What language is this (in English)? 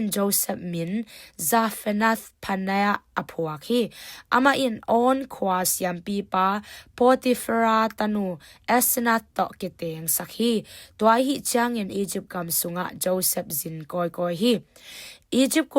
Tedim Chin